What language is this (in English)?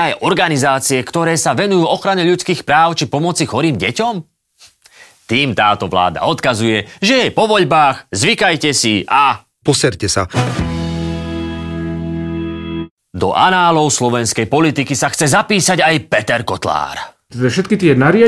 Slovak